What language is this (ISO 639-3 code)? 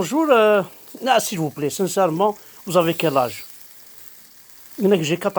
kab